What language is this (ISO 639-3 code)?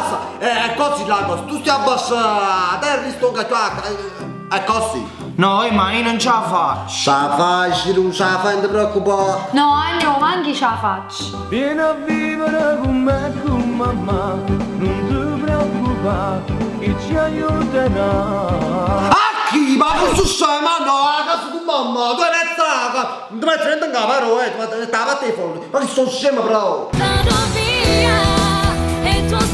nap